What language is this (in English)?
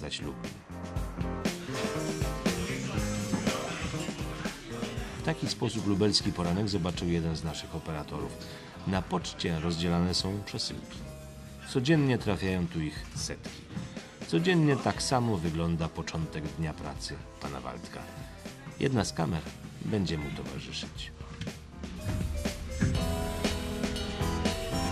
Polish